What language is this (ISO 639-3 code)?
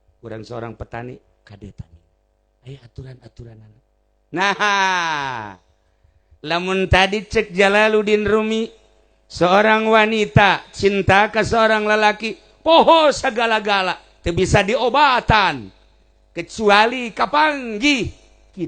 sun